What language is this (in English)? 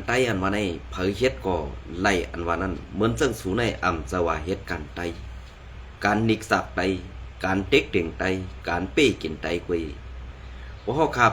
Shan